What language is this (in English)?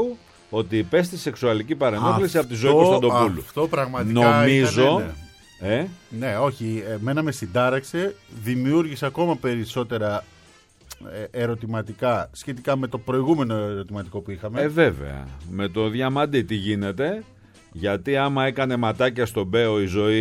Greek